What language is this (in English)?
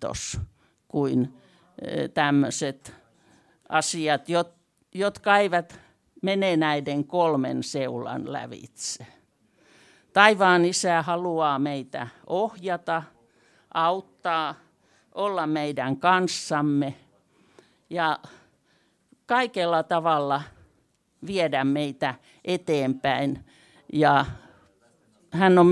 Finnish